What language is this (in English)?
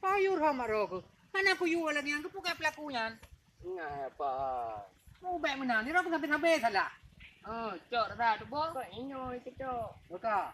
Achinese